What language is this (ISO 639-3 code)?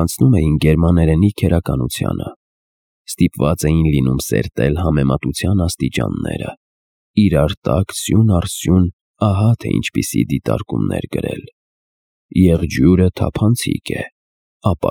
hye